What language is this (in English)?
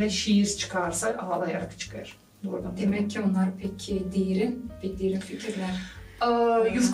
Gagauz